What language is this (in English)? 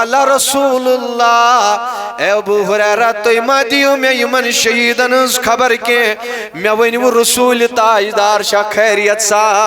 Kashmiri